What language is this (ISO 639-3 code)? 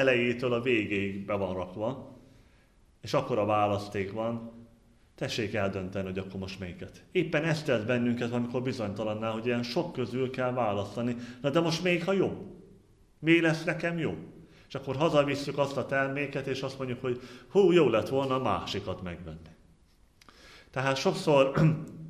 hun